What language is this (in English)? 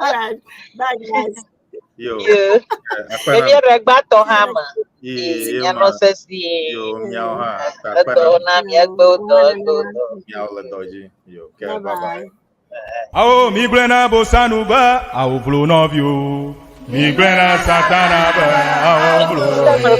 Ewe